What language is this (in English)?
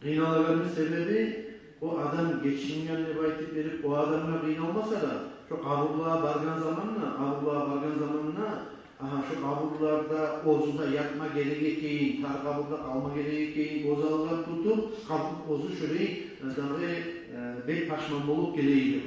Kumyk